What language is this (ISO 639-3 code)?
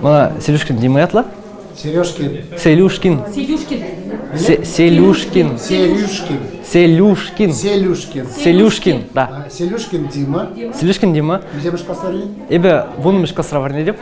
chv